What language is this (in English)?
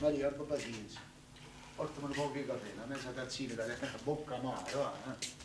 Neapolitan